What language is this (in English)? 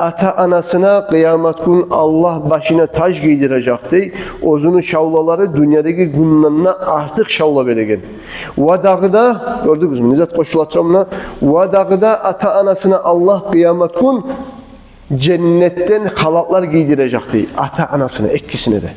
Kumyk